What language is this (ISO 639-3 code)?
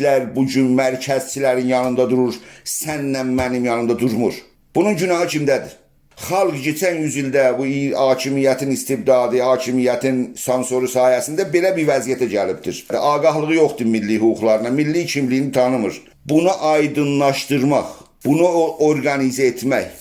azb